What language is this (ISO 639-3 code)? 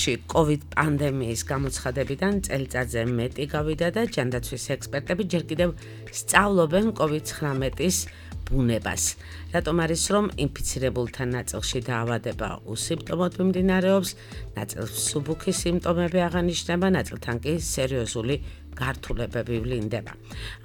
kat